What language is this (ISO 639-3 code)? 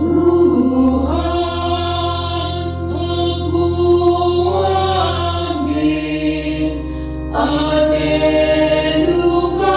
btx